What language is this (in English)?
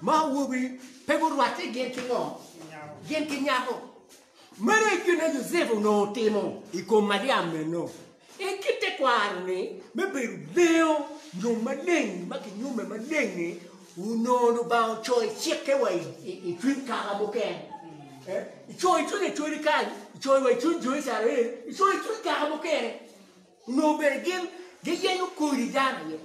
Acoli